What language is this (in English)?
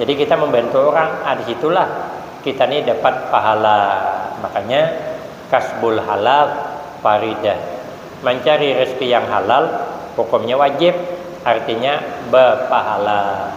Banjar